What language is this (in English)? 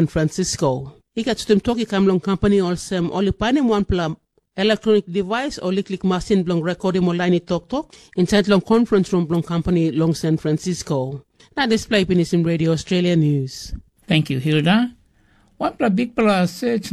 Tok Pisin